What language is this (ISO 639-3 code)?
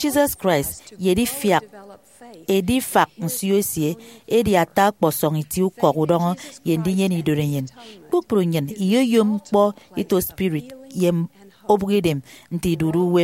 efi